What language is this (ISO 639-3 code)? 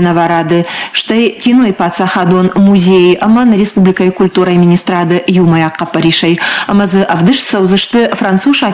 oss